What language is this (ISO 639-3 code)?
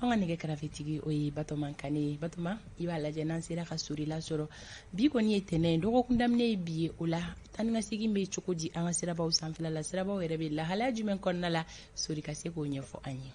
bam